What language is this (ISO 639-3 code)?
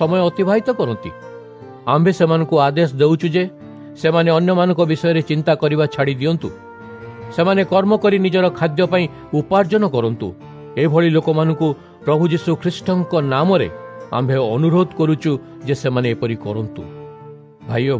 ori